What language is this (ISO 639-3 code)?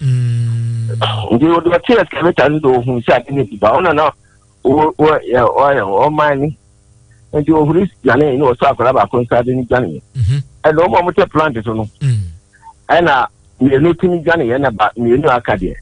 aka